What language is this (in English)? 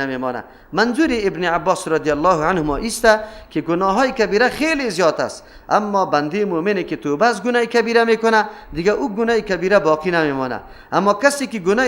Persian